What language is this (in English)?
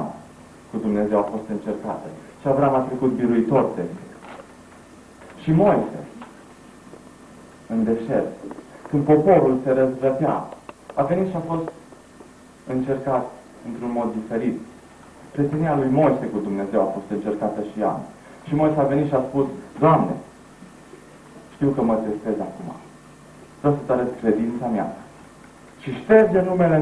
Romanian